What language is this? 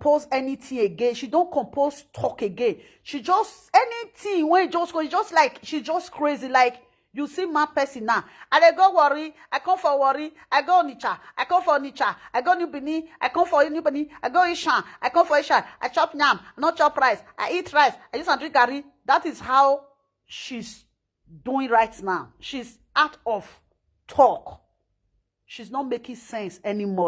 Nigerian Pidgin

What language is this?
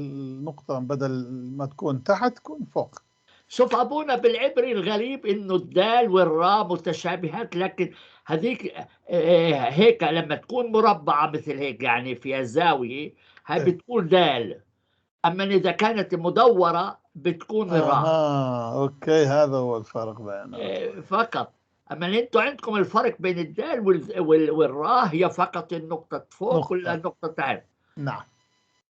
North Levantine Arabic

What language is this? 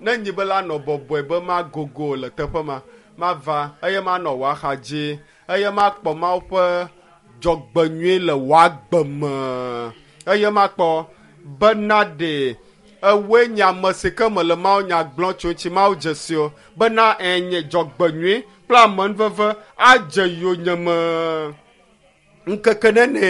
Ewe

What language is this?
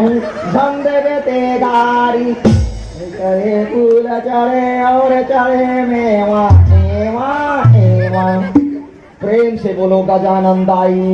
Chhattisgarhi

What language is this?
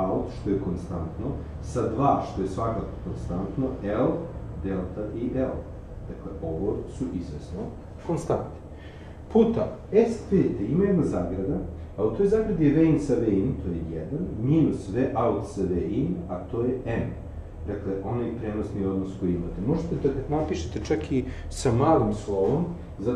Serbian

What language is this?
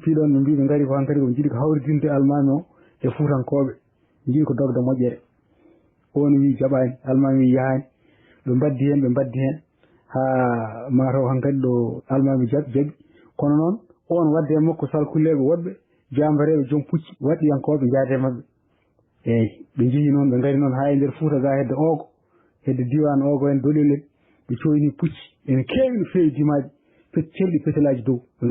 Fula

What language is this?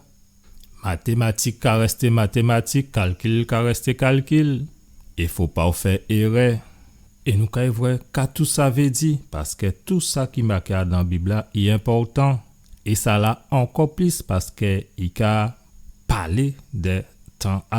Guadeloupean Creole French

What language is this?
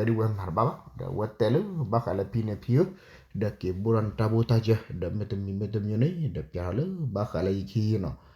S'gaw Karen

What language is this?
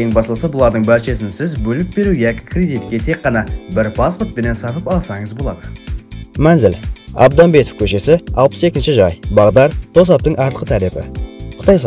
Kara-Kalpak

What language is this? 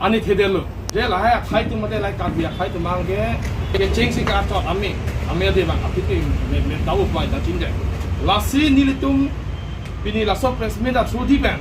Karbi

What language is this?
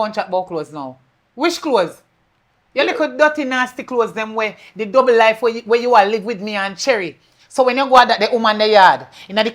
Jamaican Creole English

